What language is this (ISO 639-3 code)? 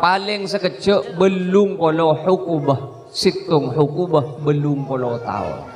mad